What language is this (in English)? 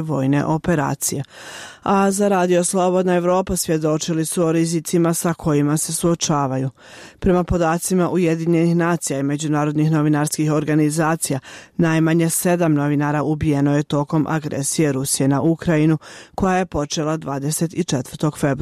Bosnian